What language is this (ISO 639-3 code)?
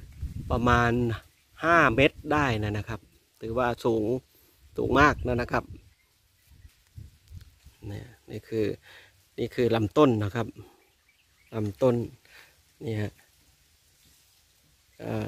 tha